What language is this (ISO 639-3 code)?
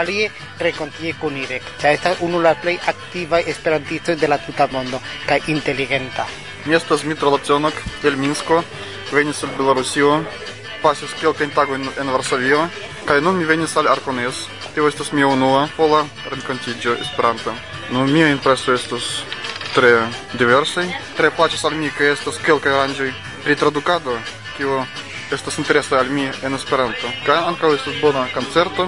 epo